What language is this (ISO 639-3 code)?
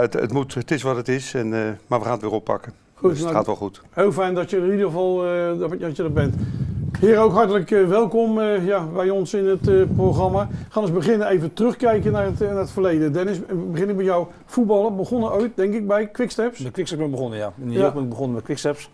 nld